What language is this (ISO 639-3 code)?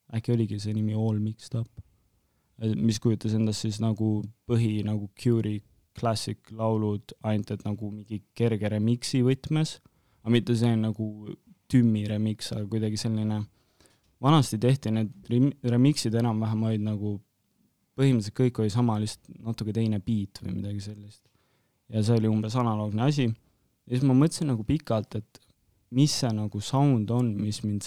est